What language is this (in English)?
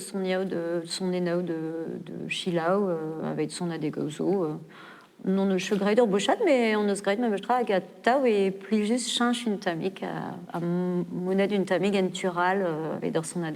Breton